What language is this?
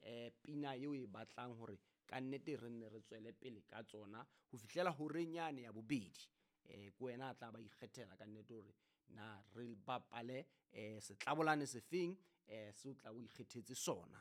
Southern Sotho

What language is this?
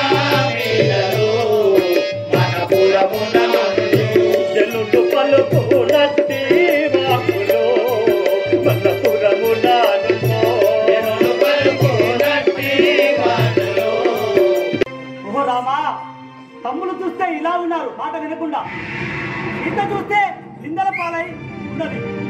Telugu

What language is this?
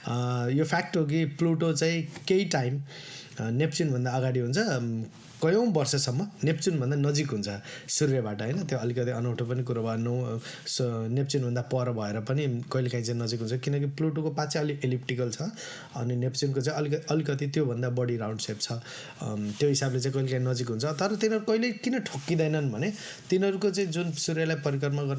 Nepali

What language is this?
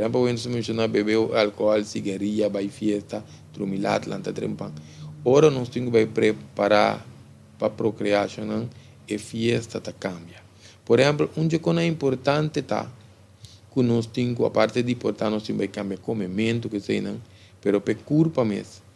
Papiamento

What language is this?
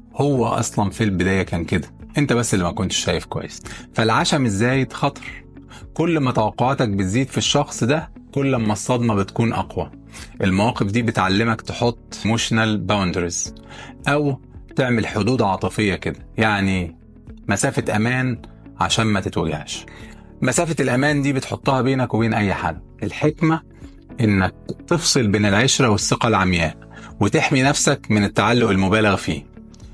Egyptian Arabic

